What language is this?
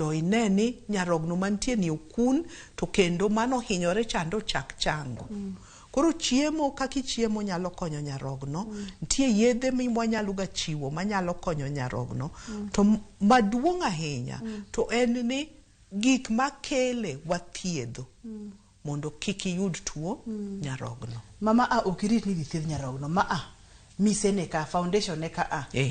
Luo (Kenya and Tanzania)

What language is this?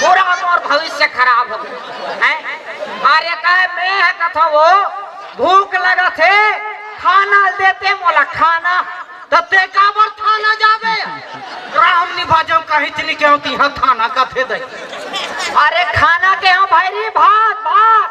Chhattisgarhi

